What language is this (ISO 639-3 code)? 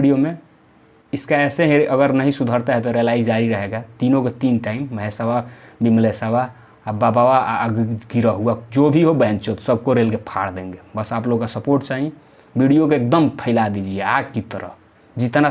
bho